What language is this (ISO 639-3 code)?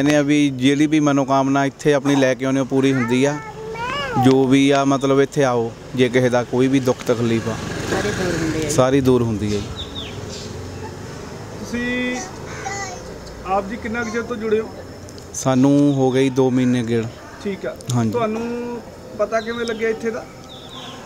pan